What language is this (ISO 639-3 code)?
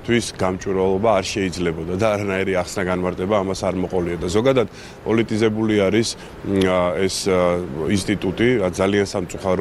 kat